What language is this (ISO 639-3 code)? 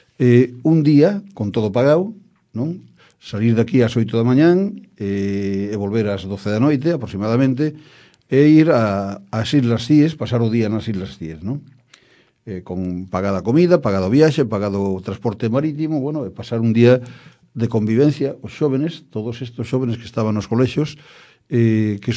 glg